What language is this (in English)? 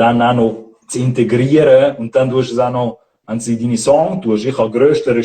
Swiss German